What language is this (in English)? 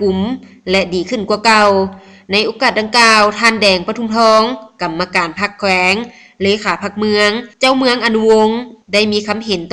Lao